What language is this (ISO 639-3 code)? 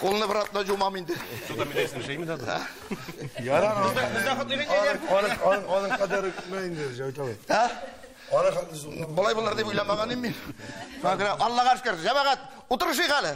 tat